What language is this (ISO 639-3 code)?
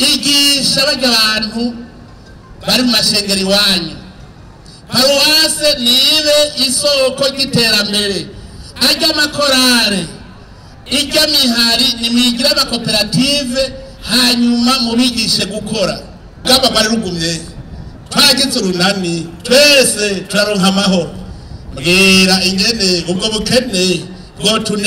run